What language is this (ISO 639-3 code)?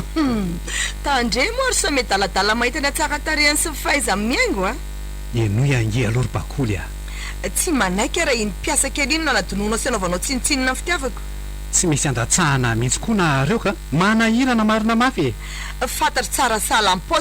mlg